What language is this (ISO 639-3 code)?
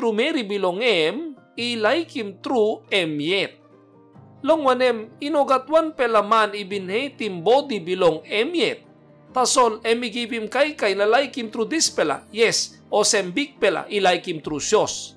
tpi